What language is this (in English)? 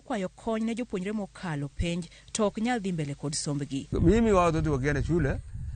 Luo (Kenya and Tanzania)